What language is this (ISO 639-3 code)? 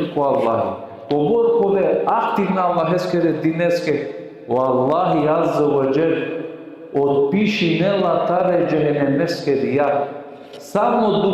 rmn